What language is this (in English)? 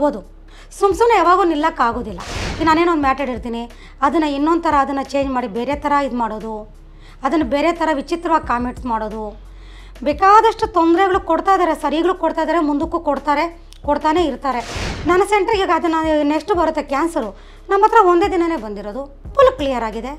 Kannada